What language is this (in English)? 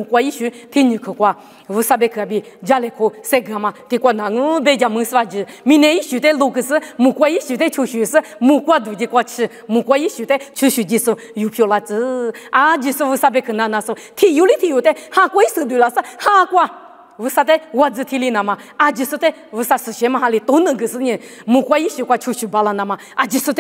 Lisu